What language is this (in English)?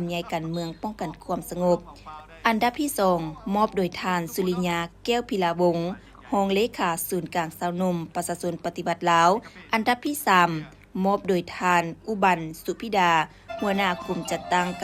Lao